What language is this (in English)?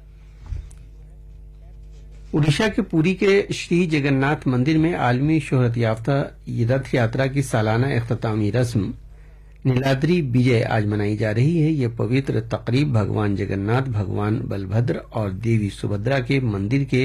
Urdu